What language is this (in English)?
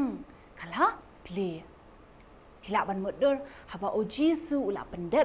Khasi